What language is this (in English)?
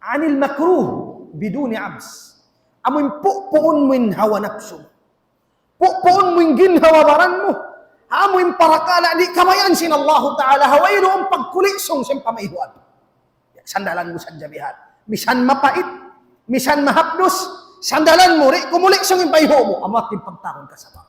Tausug